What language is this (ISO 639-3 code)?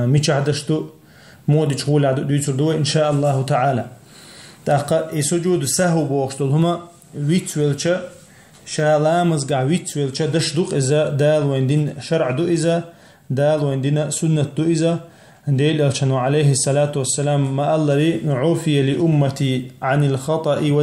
che